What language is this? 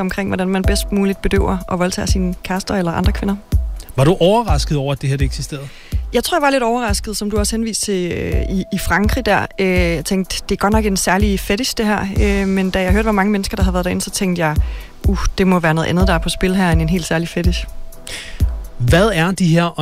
Danish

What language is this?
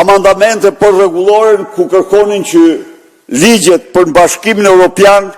Albanian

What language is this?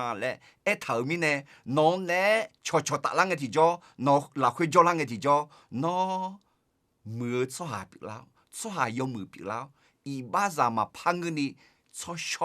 Akha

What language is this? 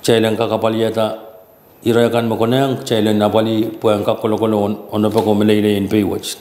Pohnpeian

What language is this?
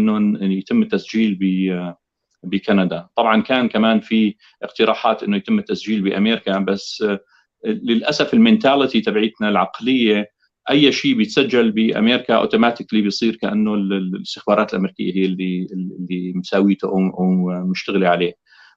North Levantine Arabic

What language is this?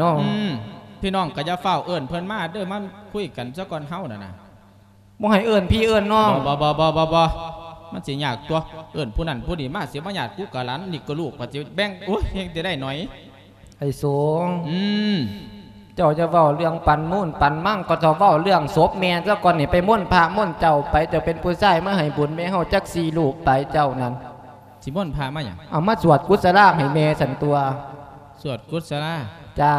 Lao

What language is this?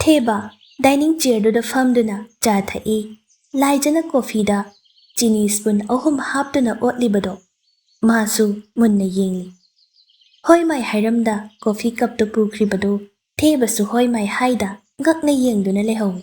Manipuri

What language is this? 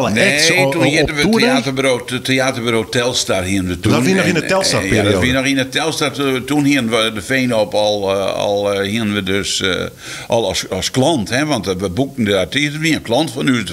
Western Frisian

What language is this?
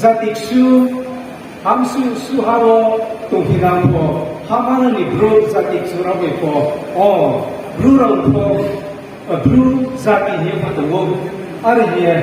Riang (India)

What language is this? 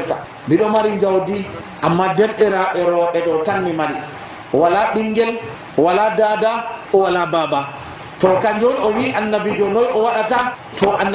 Nigerian Fulfulde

